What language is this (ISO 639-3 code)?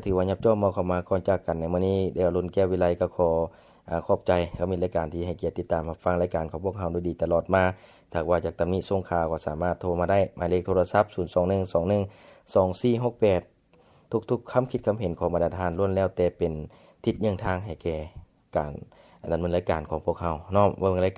lao